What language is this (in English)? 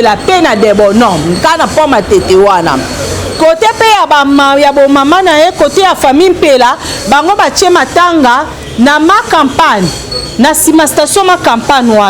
Lingala